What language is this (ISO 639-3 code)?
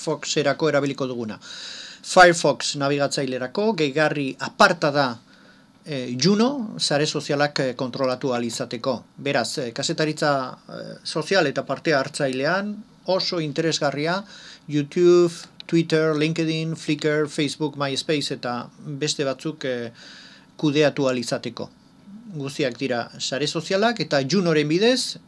eus